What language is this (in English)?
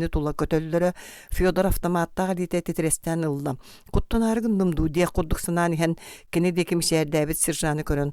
Yakut